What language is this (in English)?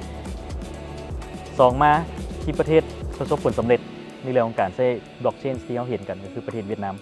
Lao